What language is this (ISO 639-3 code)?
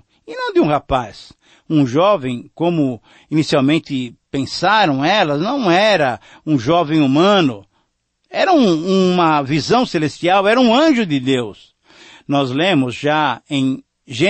por